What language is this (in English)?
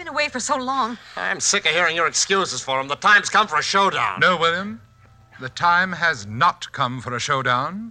English